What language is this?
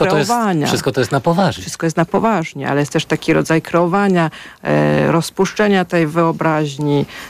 Polish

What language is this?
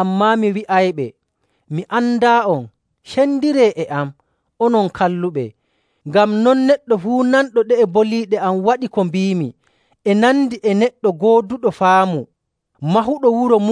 Nigerian Fulfulde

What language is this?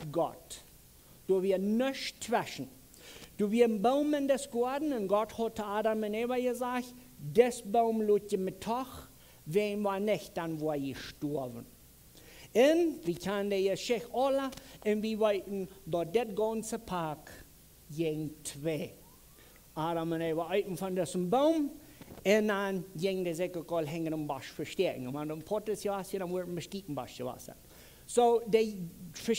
Plautdietsch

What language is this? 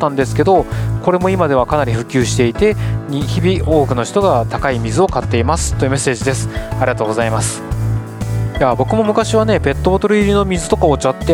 Japanese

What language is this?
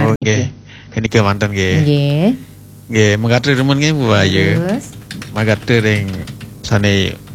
Balinese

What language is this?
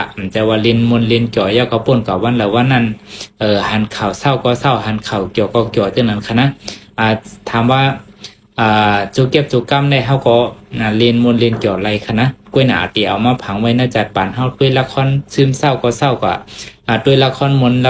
Shan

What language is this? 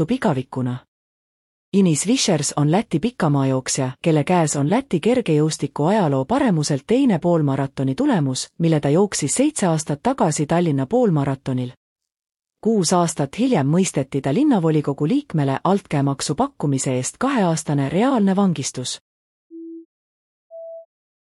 Estonian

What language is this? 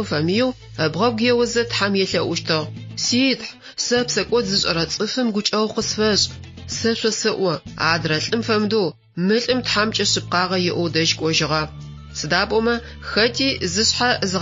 Adyghe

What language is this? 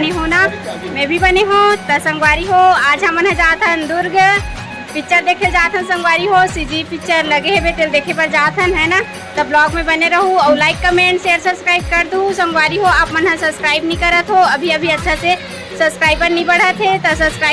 Chhattisgarhi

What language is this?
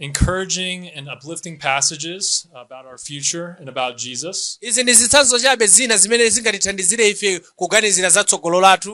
Nyanja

